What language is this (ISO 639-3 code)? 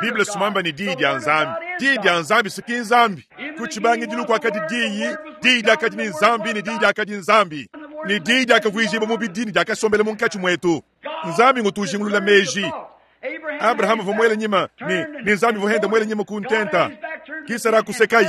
lua